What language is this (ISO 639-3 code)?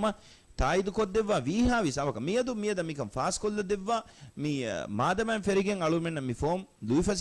div